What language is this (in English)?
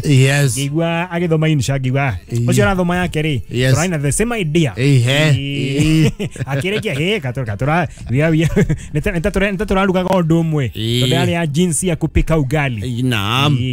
Kikuyu